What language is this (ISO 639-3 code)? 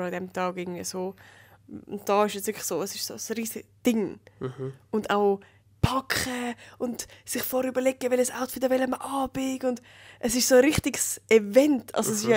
gsw